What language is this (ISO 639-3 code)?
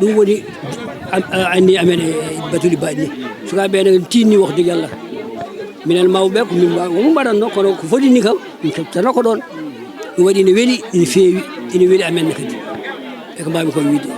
ful